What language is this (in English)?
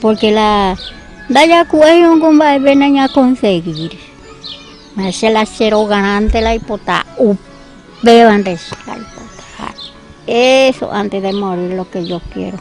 Guarani